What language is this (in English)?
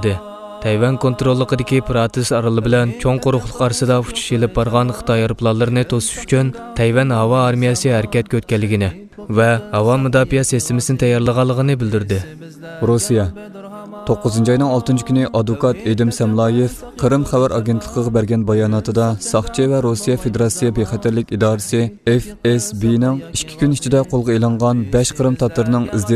Uyghur